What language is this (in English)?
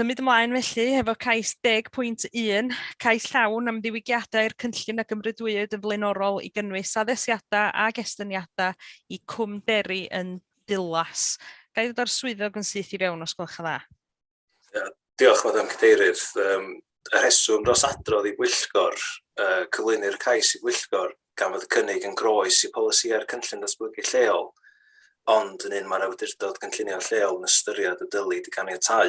Welsh